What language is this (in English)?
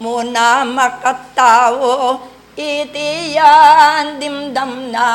Pampanga